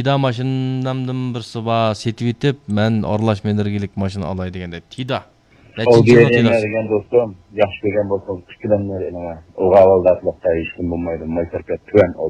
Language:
Uyghur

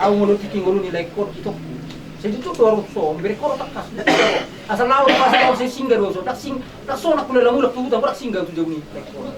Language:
Batak Toba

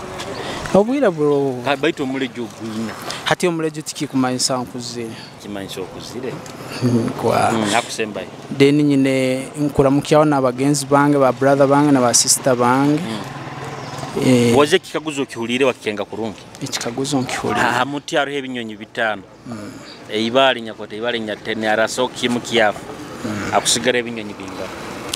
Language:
Nyoro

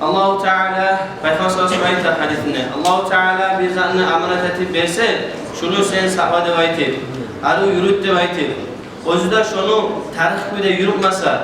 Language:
Kumyk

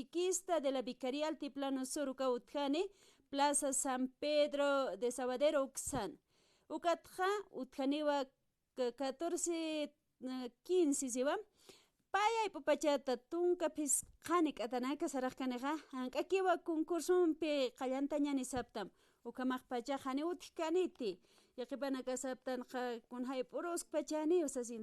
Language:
Aymara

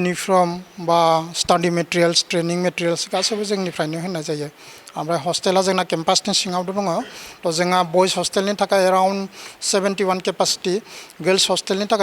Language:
Bodo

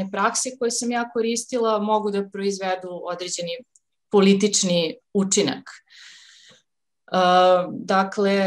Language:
Serbian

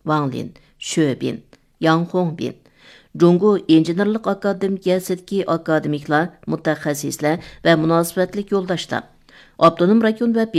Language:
Uyghur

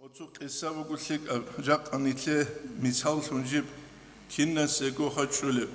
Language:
Avaric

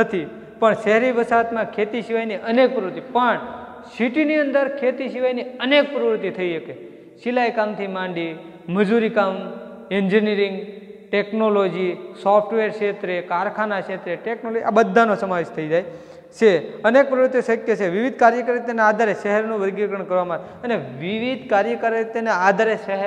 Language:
Gujarati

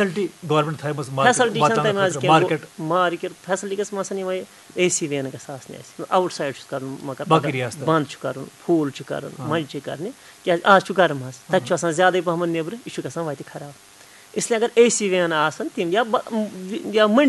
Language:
Kashmiri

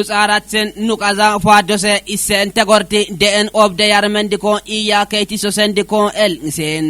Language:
Kafa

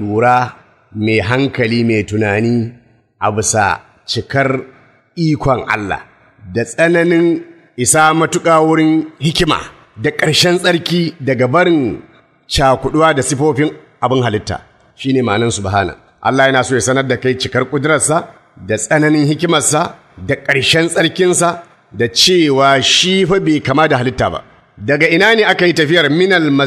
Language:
Hausa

